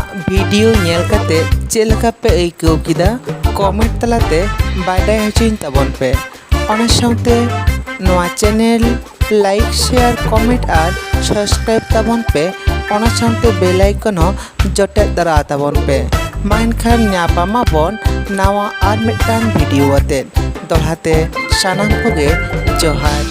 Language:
Santali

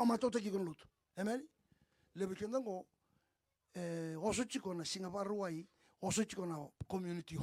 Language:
Fijian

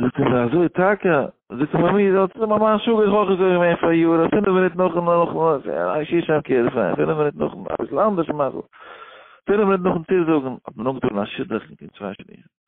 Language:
Yiddish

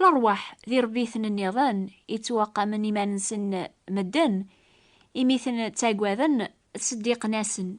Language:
Kabyle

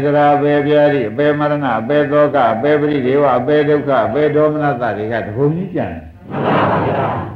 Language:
Burmese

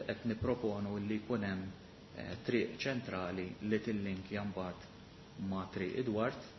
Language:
Maltese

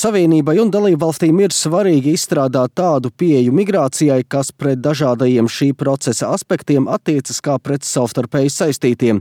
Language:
Latvian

